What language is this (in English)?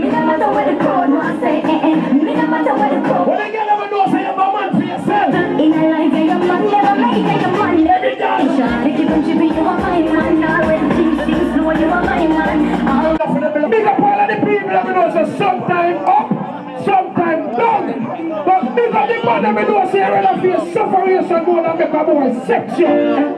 Jamaican Creole English